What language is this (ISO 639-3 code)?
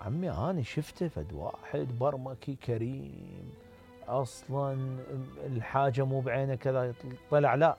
acm